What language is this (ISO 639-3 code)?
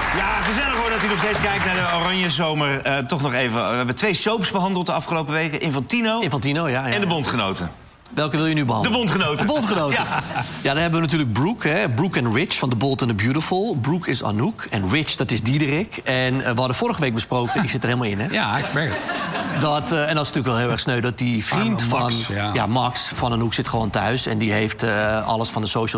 nld